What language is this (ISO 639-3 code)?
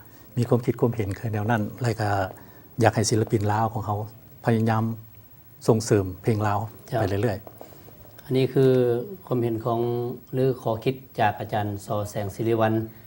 lao